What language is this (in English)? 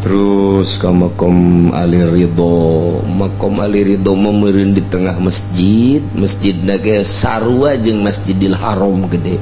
Sundanese